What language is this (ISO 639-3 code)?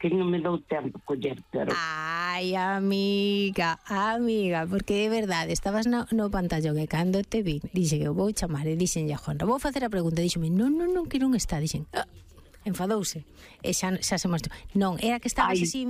glg